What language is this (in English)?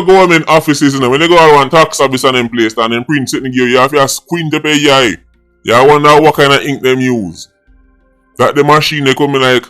Jamaican Creole English